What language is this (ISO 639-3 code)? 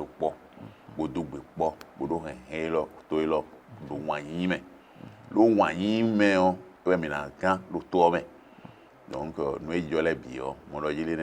fon